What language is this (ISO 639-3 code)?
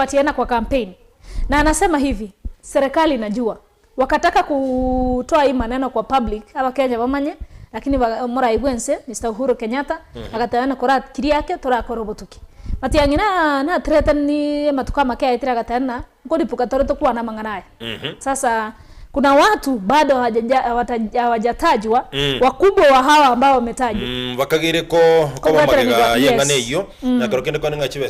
guz